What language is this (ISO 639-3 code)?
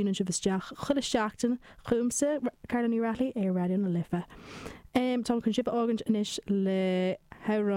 gle